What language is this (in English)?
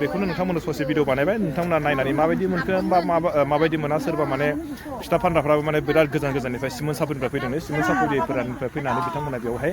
Bodo